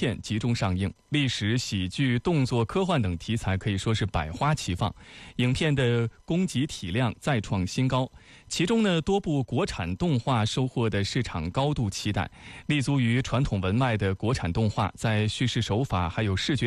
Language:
Chinese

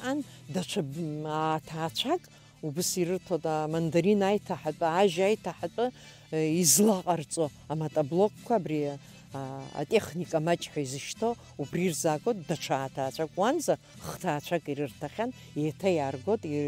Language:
Abkhazian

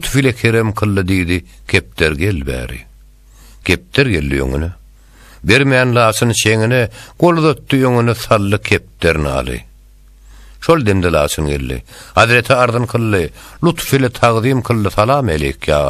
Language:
Turkmen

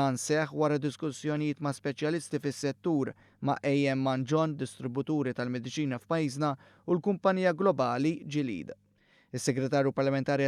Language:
Maltese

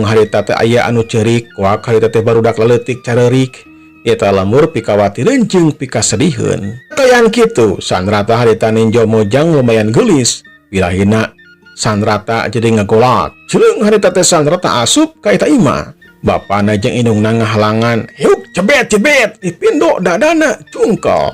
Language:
Sundanese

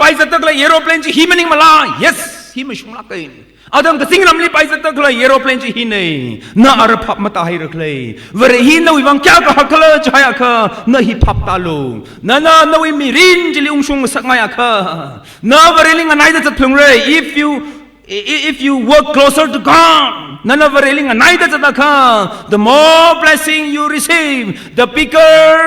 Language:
Tangkhul Naga (India)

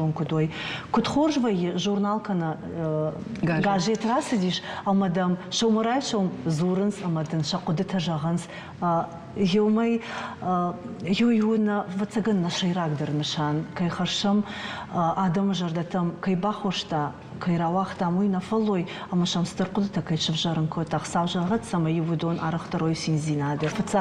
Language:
Ossetic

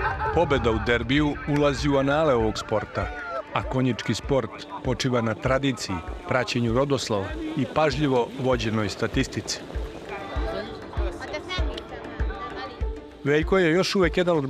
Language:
Serbian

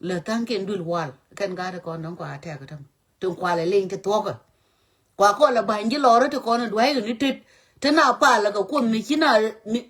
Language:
Nuer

